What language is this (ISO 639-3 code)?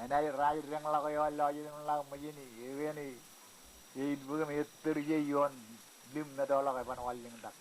mah